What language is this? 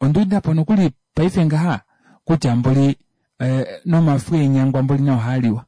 Kuanyama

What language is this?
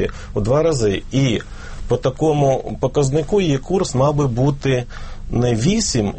Ukrainian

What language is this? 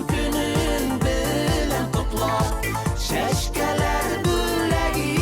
Bashkir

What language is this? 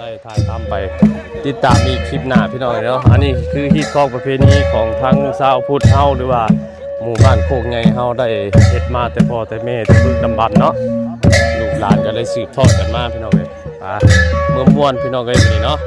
Northeastern Thai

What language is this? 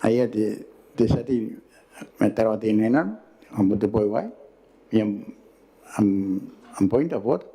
Gilbertese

